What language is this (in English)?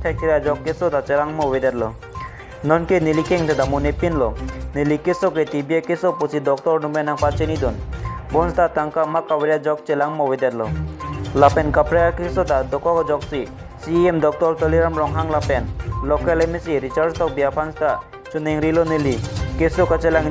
Karbi